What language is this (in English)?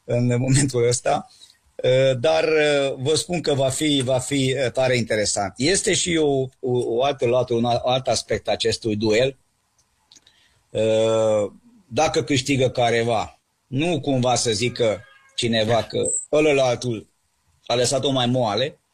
Romanian